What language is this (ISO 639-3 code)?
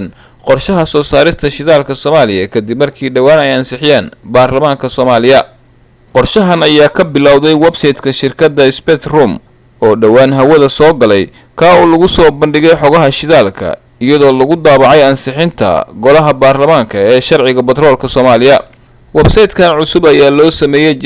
som